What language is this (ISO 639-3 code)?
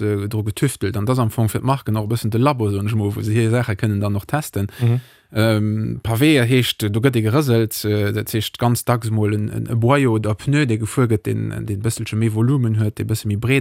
ltz